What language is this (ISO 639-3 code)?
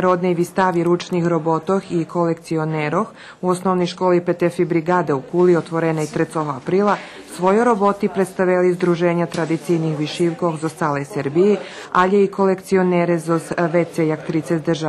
rue